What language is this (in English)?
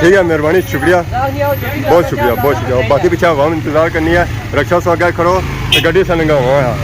Pahari-Potwari